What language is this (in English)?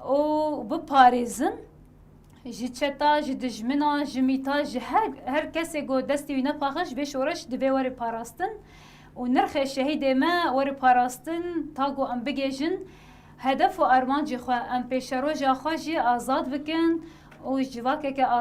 Kurdish